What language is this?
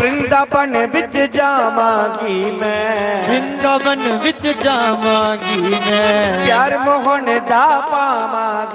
Dogri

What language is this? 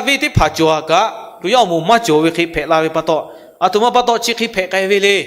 Lahu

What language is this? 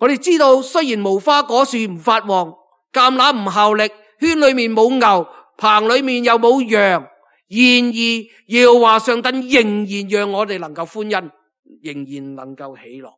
Cantonese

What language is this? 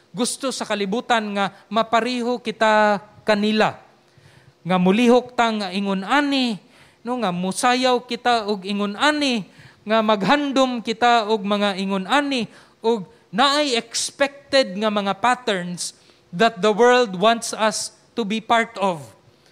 Cebuano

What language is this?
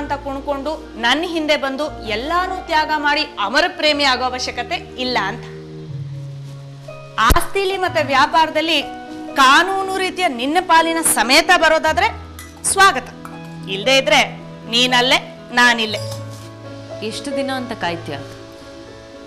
Kannada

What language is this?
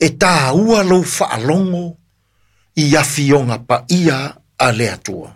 Samoan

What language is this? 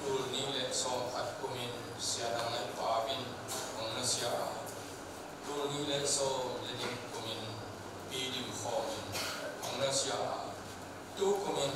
Tedim Chin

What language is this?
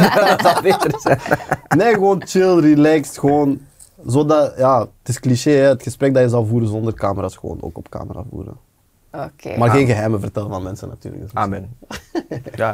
Dutch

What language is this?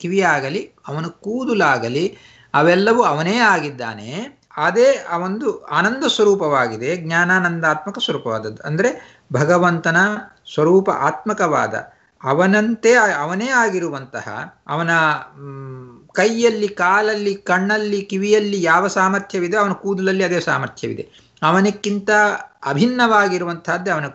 Kannada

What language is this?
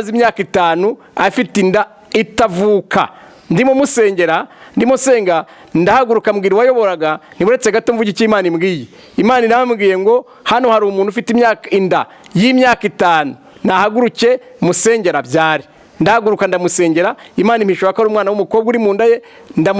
Kinyarwanda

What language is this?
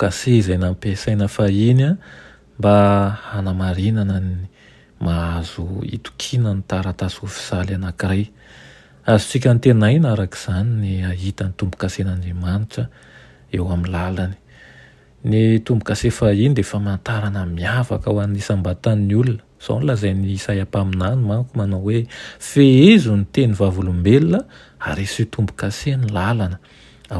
Malagasy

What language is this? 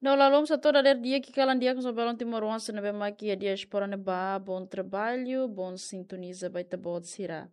Tetum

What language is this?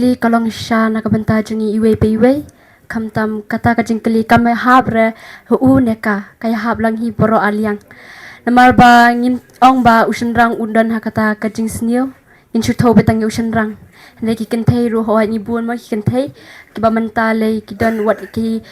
Khasi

